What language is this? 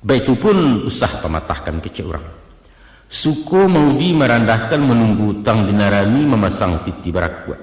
Minangkabau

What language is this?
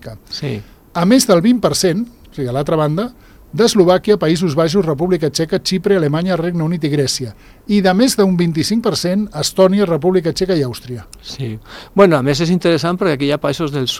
Catalan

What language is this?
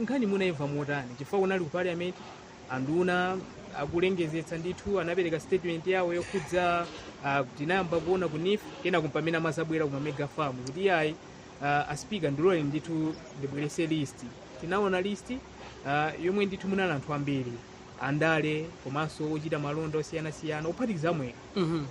Nyanja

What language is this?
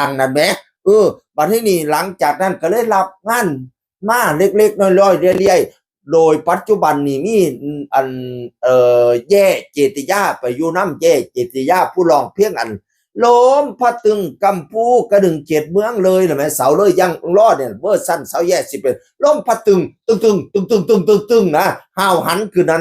Northeastern Thai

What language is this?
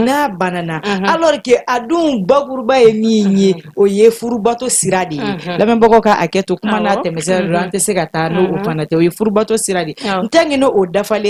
Bambara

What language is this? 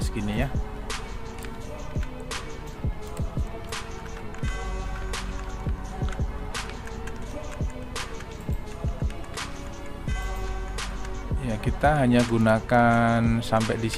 Indonesian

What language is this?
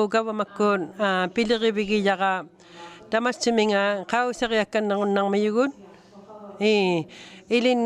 Inuktitut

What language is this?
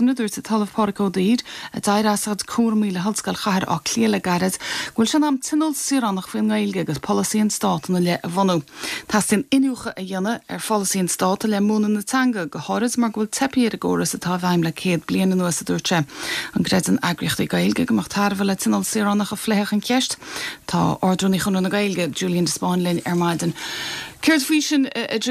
Irish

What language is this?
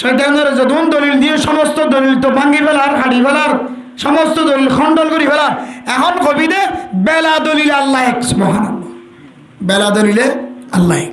Rohingya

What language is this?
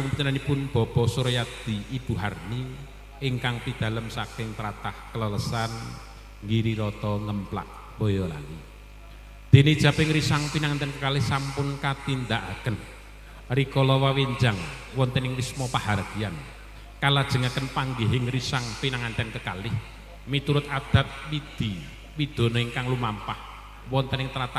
Javanese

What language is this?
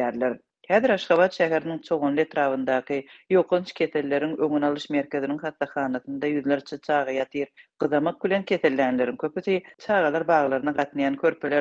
Turkmen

